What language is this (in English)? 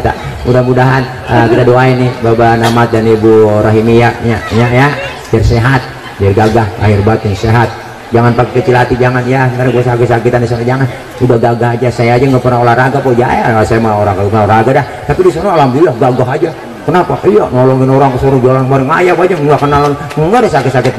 Betawi